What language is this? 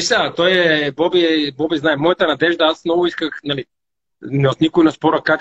Bulgarian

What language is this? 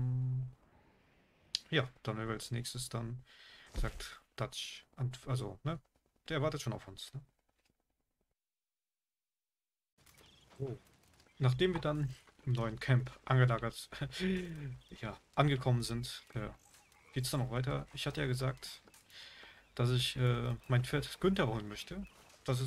German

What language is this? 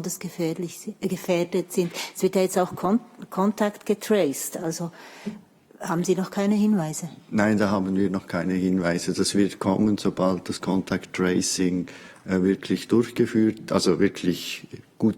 Swiss German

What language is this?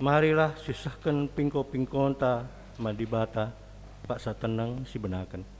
Batak Karo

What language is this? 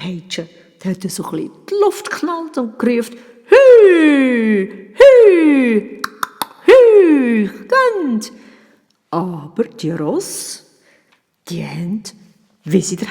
Swiss German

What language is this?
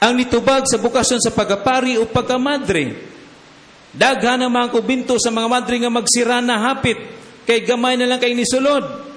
Cebuano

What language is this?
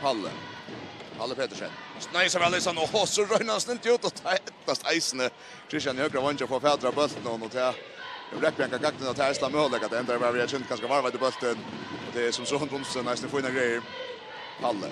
Faroese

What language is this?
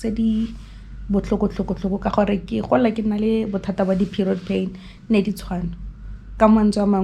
Tswana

